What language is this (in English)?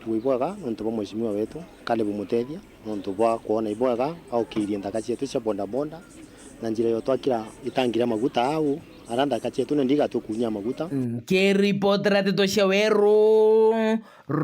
Meru